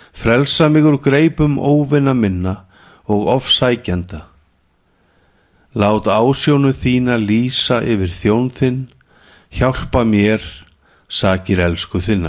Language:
Icelandic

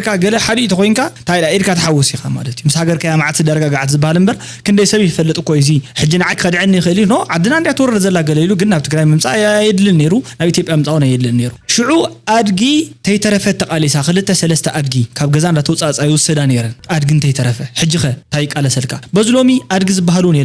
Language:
Tigrinya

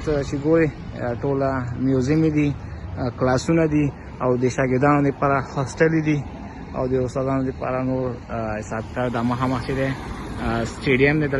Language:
Pashto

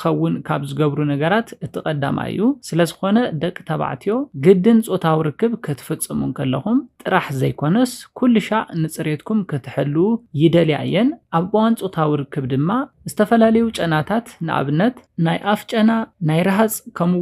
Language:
Tigrinya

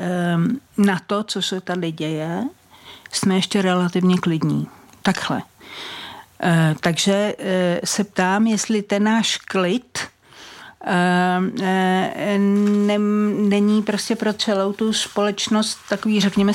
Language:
Czech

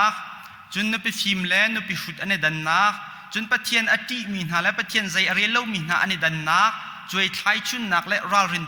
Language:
Hakha Chin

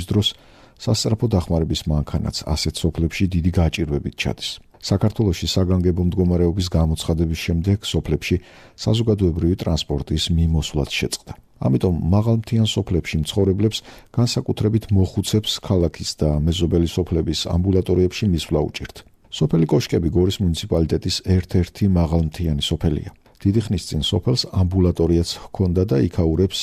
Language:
Georgian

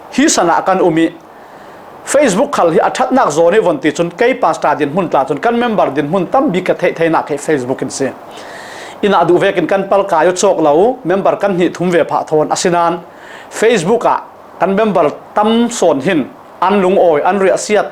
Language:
Falam Chin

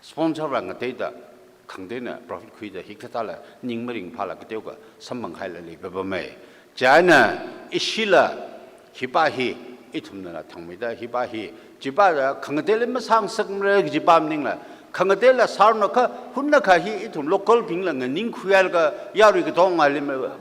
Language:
Tangkhul Naga (India)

